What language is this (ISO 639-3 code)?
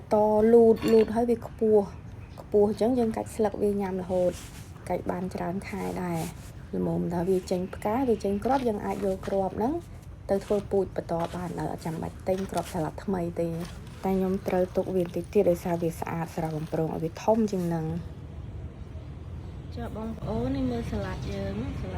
khm